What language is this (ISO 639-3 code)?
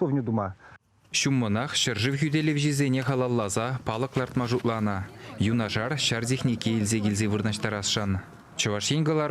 chv